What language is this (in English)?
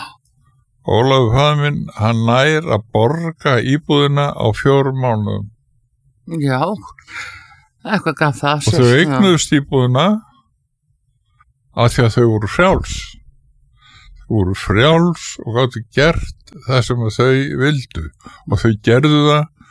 Icelandic